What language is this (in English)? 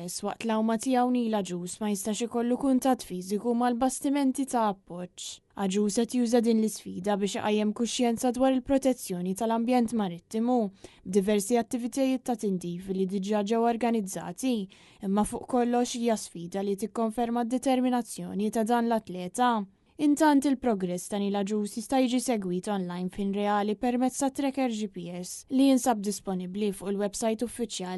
Maltese